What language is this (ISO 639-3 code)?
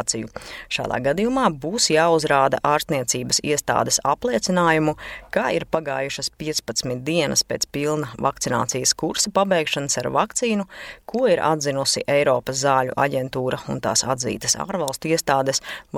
lav